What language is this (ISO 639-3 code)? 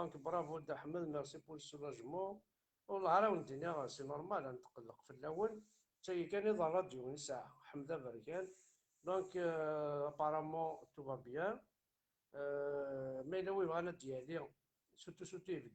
kab